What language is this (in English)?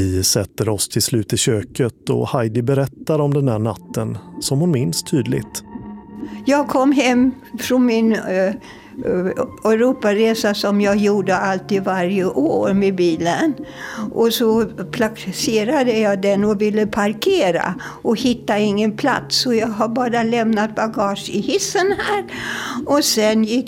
Swedish